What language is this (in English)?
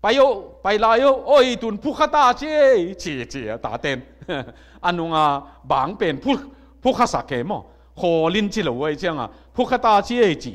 Tedim Chin